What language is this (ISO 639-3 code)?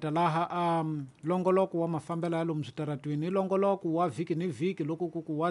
tso